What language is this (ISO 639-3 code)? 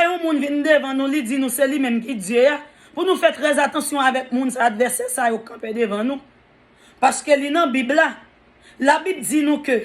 hat